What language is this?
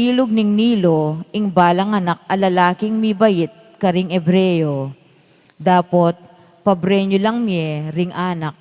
Pampanga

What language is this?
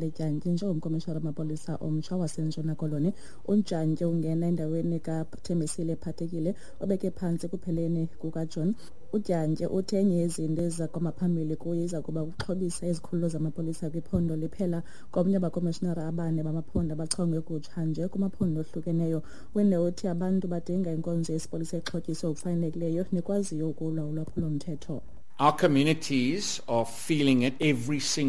Xhosa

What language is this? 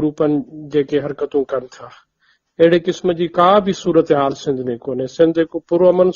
Sindhi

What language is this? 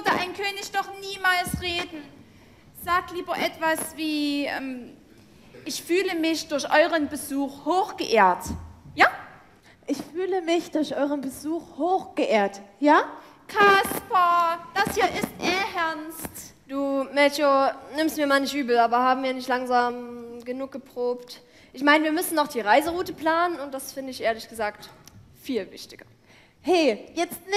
German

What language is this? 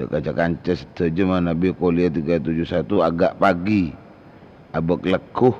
Madurese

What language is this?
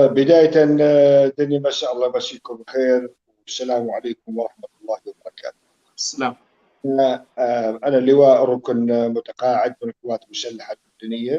North Levantine Arabic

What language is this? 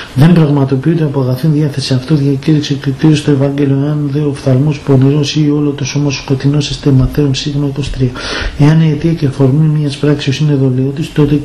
Greek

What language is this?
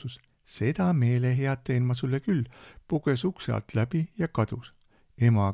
Estonian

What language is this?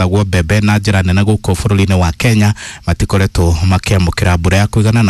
Kikuyu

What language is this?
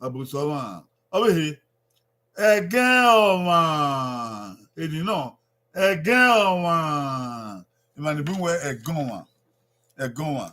Bini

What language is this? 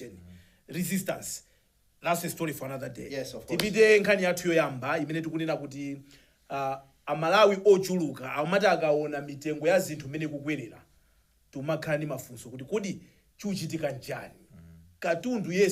Nyanja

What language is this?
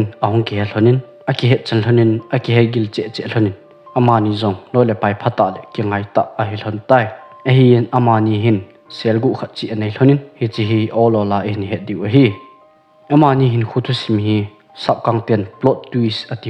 Thado Chin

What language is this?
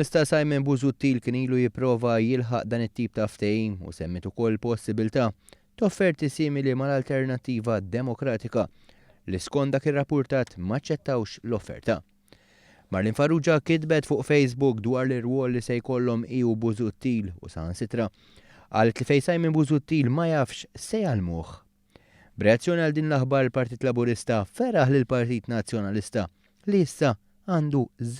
Maltese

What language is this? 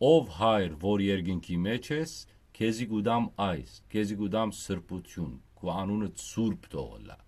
Western Armenian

